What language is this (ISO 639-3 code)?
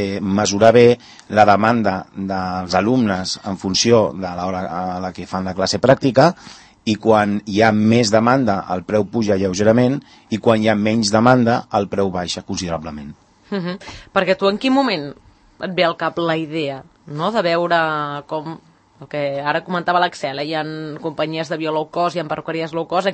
cat